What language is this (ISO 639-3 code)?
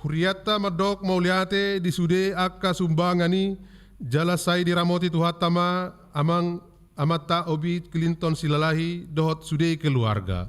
bbc